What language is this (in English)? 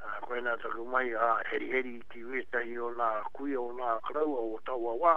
Māori